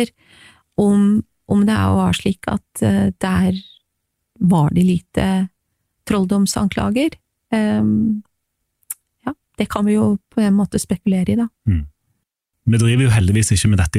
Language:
Norwegian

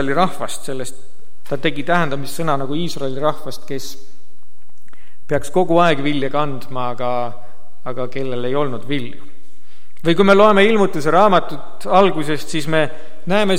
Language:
Estonian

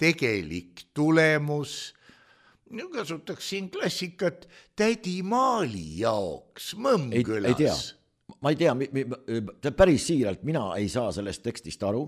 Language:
Estonian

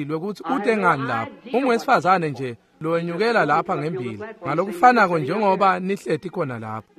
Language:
Swati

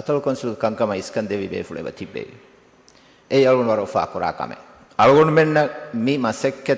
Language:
Divehi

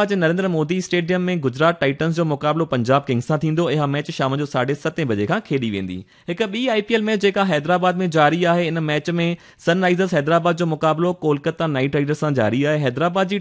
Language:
Sindhi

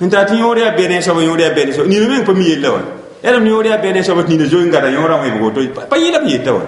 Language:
Mossi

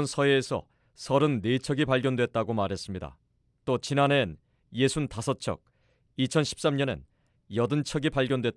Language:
Korean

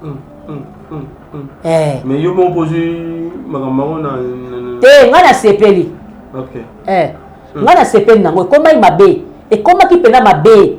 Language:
Lingala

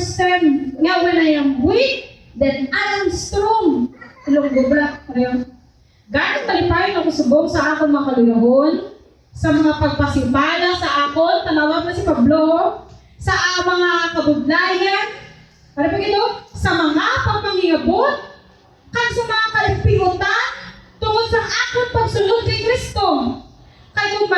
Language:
Hiligaynon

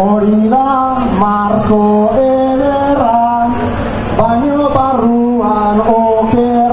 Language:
Basque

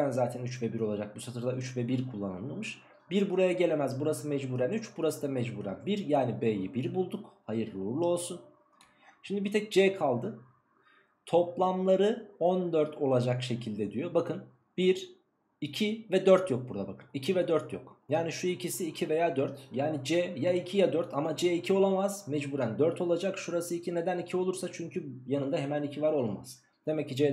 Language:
Turkish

